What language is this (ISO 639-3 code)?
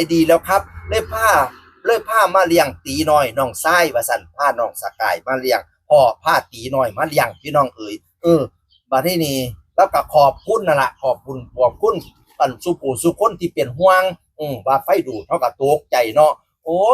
tts